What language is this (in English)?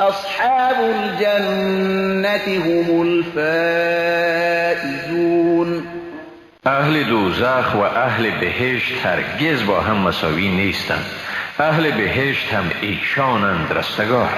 Persian